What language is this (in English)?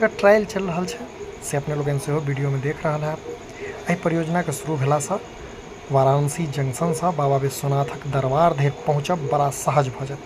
Maithili